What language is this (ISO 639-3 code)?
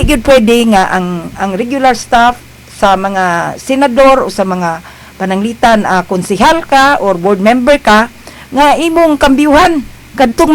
ceb